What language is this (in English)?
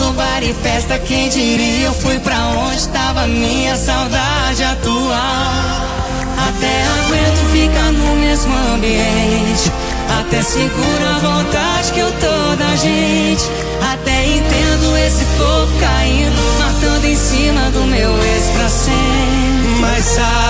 Portuguese